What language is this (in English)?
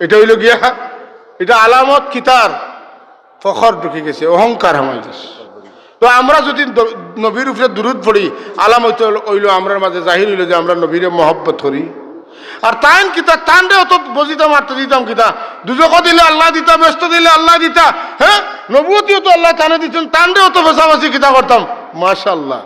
Sylheti